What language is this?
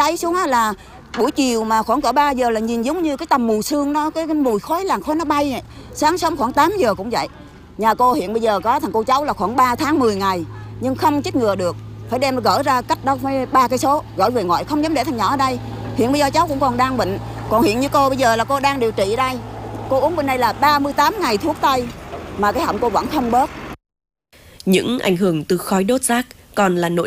Vietnamese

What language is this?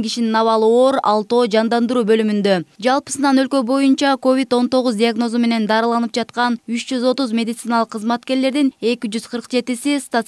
Kyrgyz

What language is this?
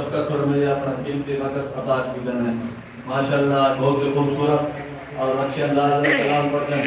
Saraiki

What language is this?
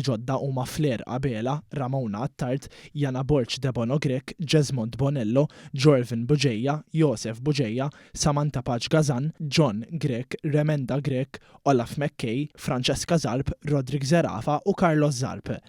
Maltese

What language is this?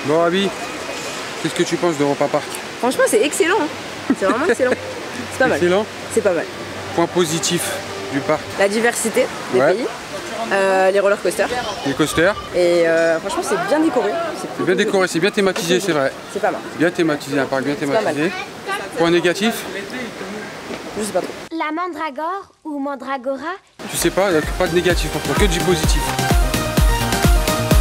French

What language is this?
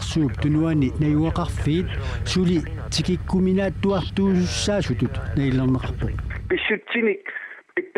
Kalaallisut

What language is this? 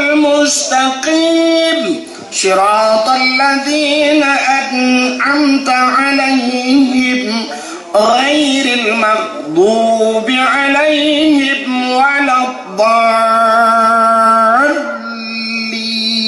Achinese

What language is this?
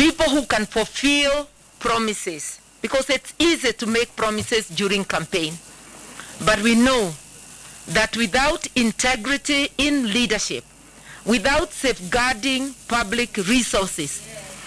Luo (Kenya and Tanzania)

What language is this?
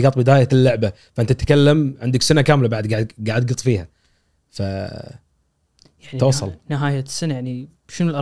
Gulf Arabic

